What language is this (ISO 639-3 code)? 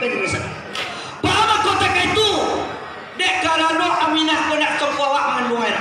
min